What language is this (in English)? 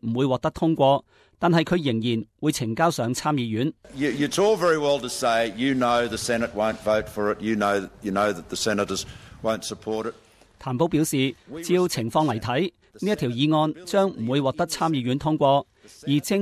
Cantonese